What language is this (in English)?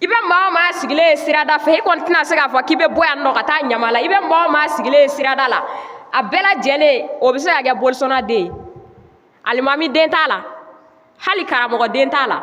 Bambara